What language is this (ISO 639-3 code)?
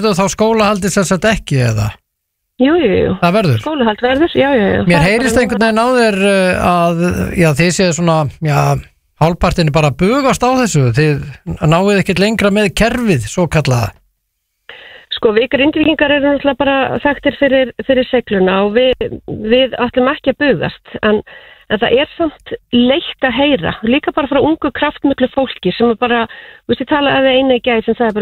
isl